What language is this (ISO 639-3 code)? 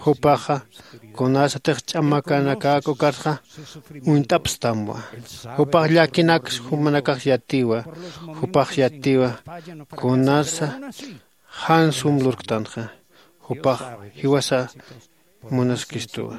aym